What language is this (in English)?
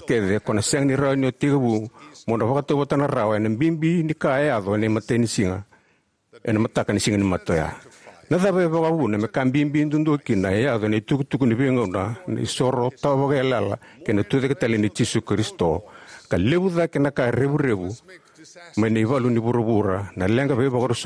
Fijian